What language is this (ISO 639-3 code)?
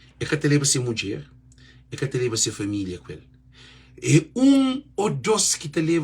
kea